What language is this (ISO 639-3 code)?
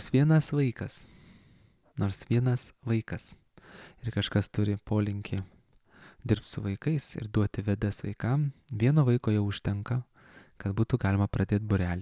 lit